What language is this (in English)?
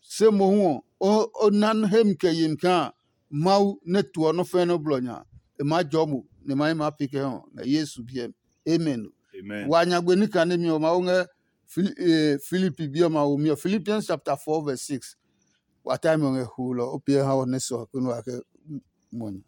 Adangme